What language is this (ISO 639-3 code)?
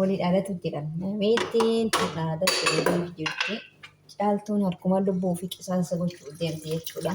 orm